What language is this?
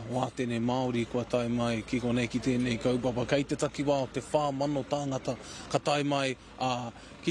Māori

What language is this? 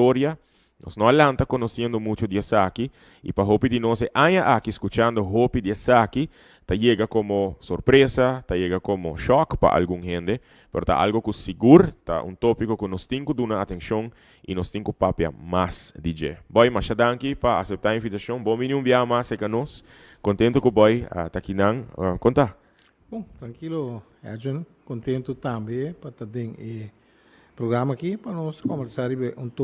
Papiamento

